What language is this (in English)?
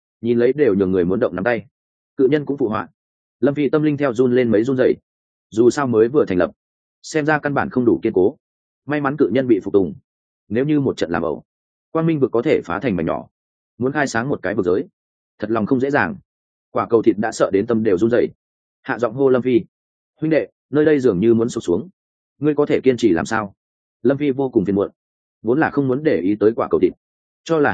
Vietnamese